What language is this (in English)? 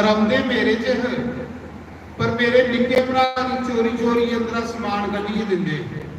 Dogri